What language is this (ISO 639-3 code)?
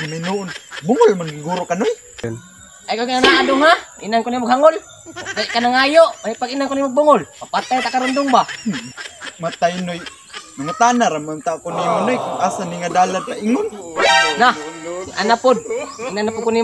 ceb